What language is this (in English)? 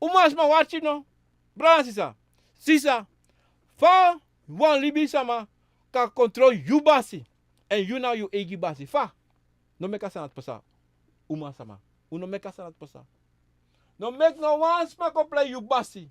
Sranan Tongo